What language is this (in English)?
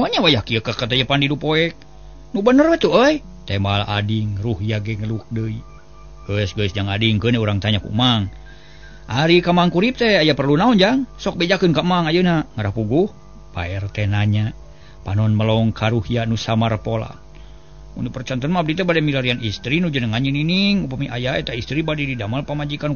Sundanese